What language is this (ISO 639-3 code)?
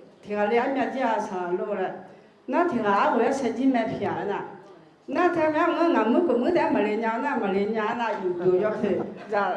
ahk